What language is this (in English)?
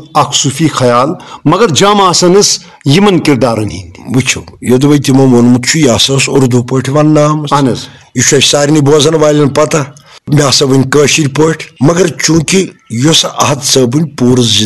Kashmiri